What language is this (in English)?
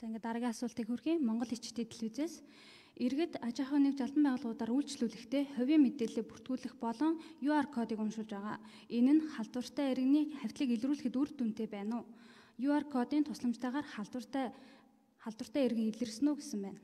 Mongolian